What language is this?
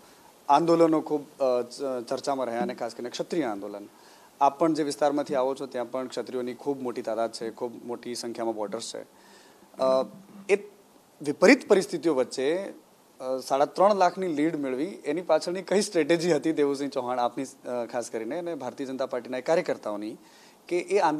Gujarati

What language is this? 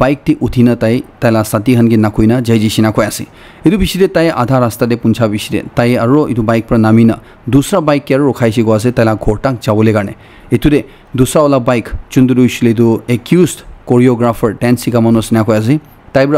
Naga Pidgin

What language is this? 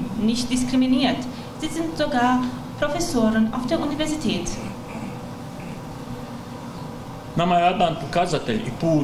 Bosnian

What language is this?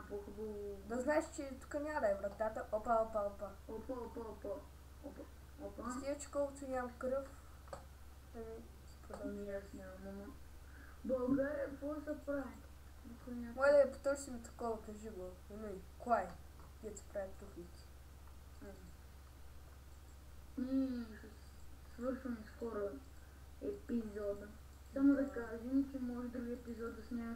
Bulgarian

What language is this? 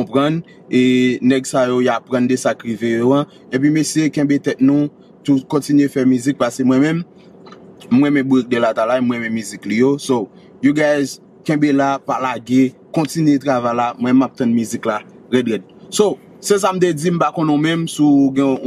Haitian Creole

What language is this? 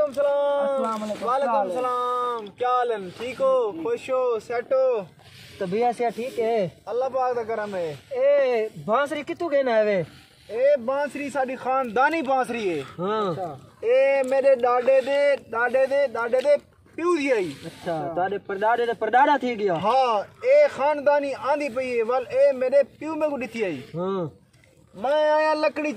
Saraiki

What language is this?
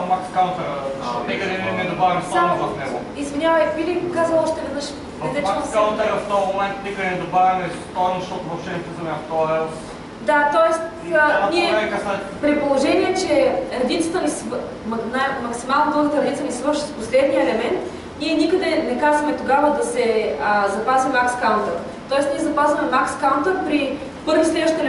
Bulgarian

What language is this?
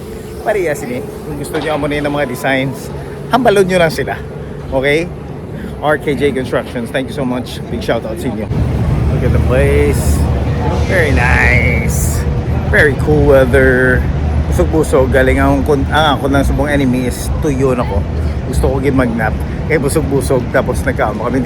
Hiligaynon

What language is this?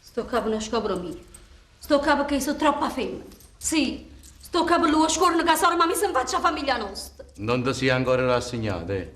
Neapolitan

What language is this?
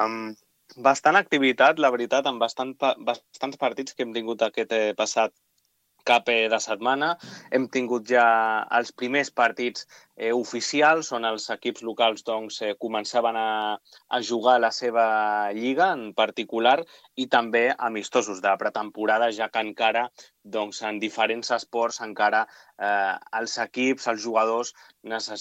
Catalan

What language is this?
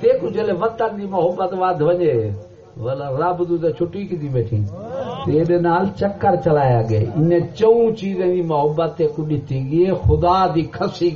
Saraiki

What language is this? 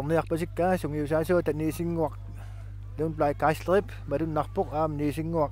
Kalaallisut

